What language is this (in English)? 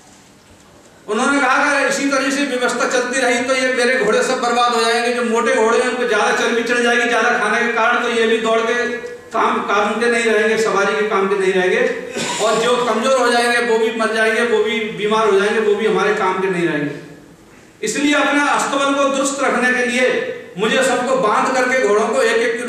Hindi